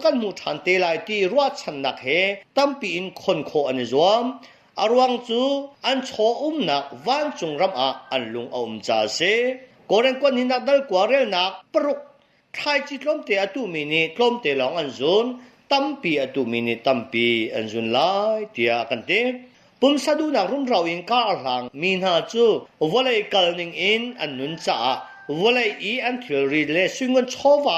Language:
Hakha Chin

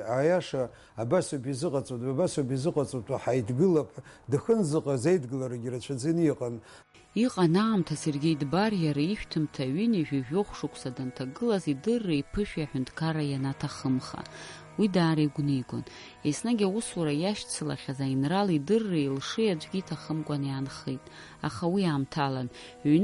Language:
Abkhazian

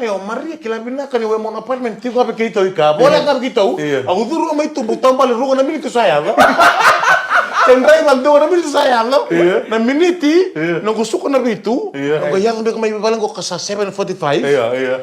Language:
Fijian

